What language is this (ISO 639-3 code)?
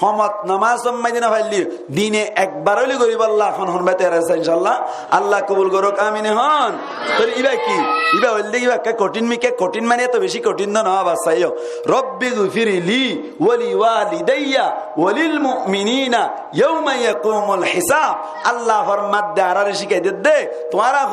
rhg